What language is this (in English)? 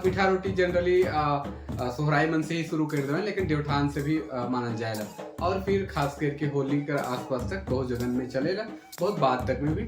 Sadri